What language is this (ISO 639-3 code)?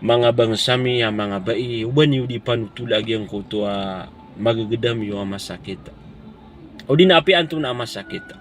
mrw